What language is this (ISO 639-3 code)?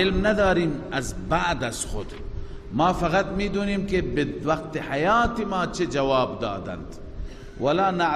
fas